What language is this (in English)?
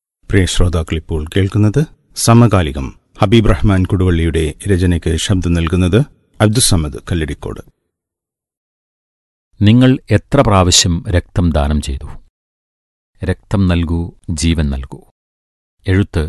Malayalam